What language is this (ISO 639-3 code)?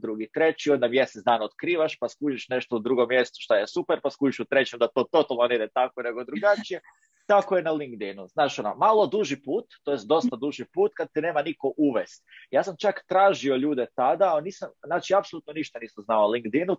hrv